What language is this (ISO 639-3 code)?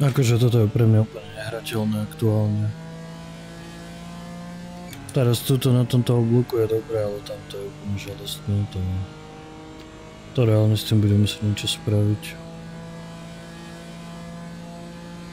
slk